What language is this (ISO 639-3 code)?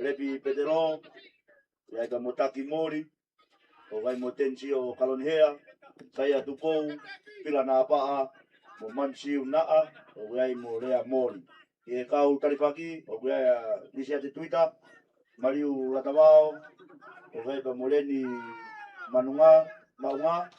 ton